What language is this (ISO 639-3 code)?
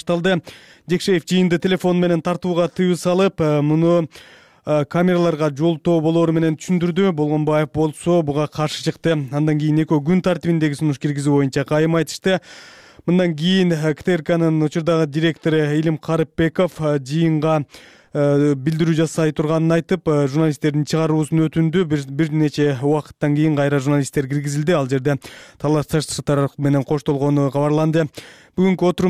kir